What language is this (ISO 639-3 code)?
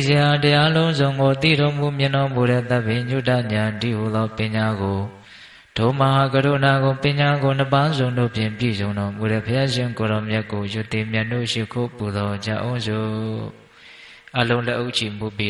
mya